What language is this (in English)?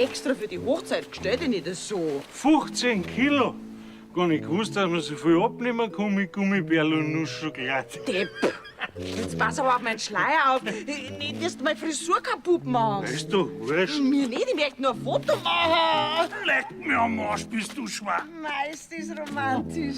Bavarian